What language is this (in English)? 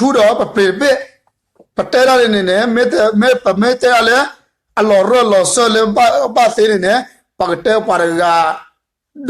S'gaw Karen